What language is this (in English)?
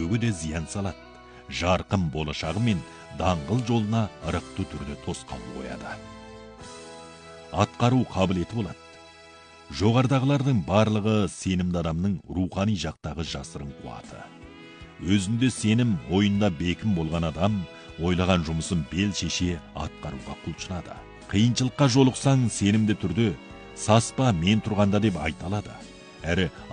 Kazakh